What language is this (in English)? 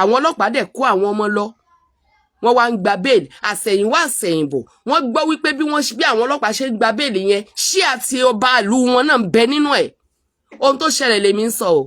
Yoruba